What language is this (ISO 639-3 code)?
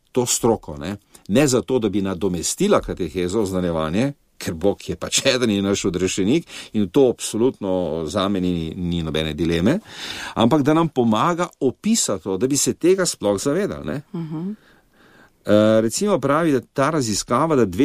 slv